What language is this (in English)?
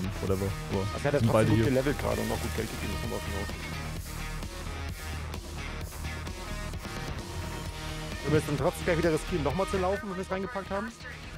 German